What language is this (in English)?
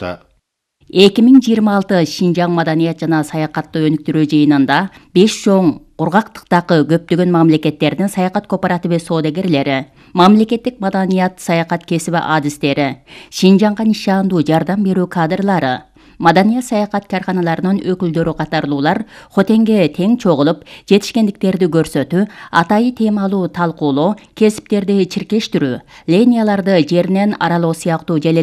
Kyrgyz